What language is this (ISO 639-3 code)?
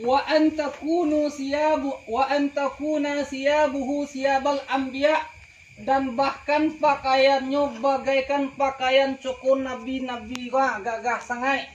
min